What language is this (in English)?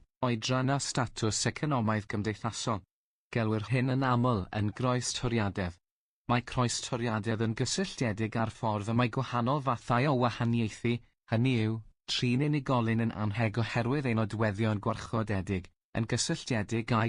Welsh